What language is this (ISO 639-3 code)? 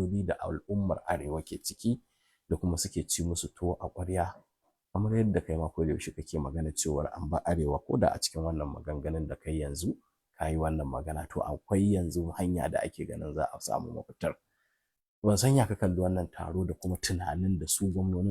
hau